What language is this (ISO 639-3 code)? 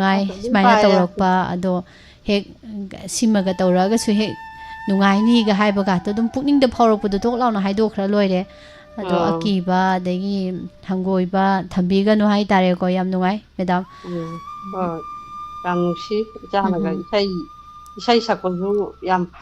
mni